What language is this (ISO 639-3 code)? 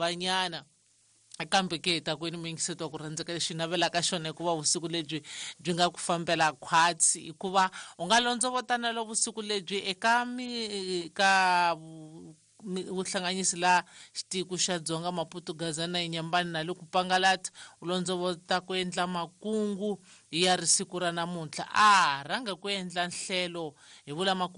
tso